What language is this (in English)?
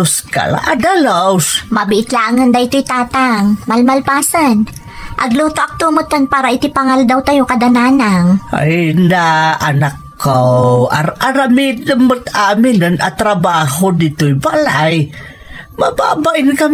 Iloko